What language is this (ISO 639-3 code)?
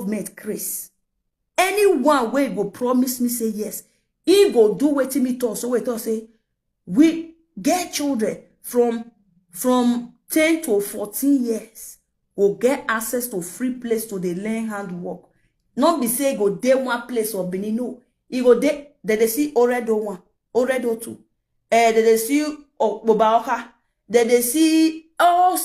pcm